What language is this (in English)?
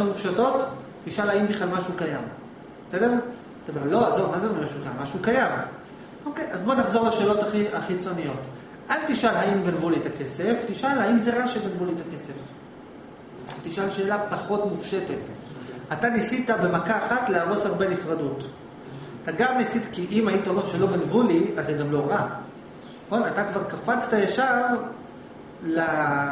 Hebrew